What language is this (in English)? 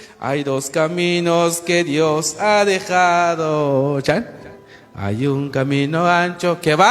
Kekchí